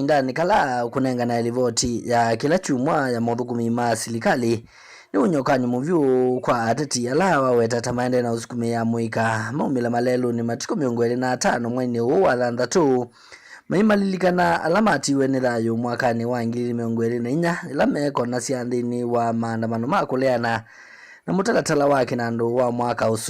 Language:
Kamba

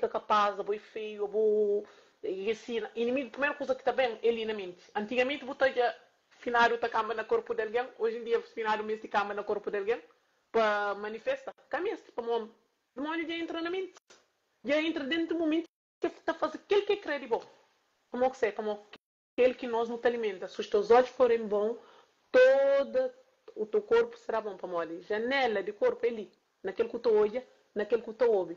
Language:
Kabuverdianu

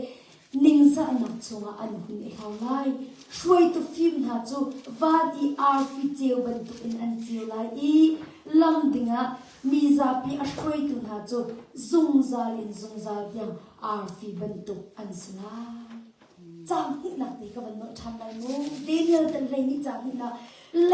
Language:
Hakha Chin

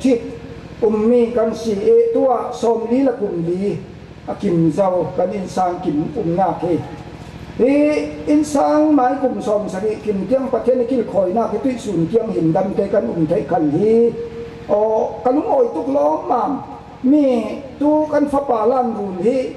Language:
Falam Chin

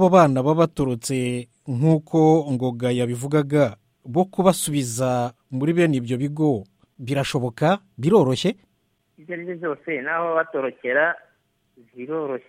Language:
Kinyarwanda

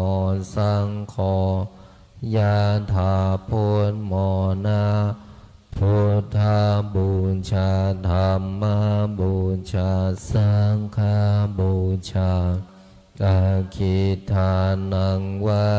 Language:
Pali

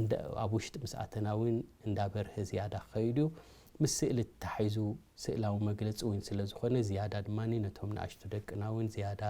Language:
Tigrinya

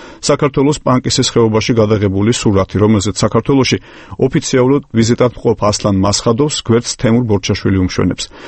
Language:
Georgian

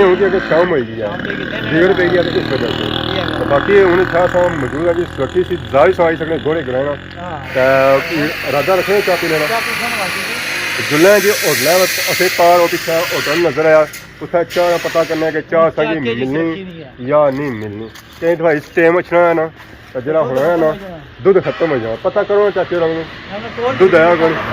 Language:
Pahari-Potwari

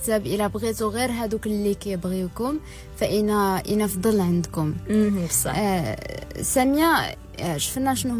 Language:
Moroccan Arabic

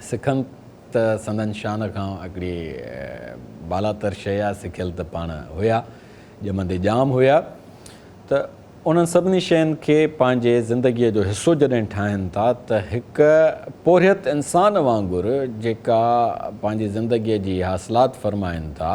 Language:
Sindhi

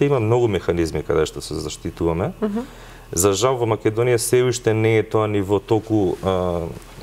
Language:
Macedonian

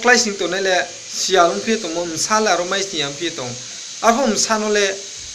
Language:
Riang (India)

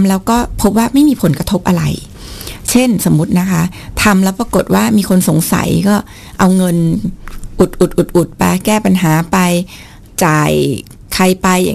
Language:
Thai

